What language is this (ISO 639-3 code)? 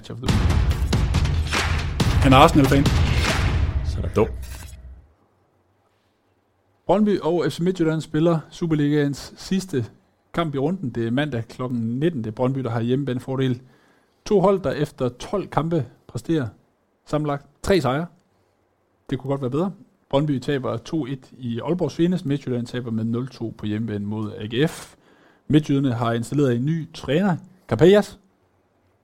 dan